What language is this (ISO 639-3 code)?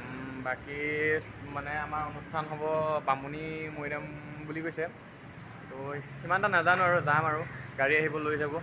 asm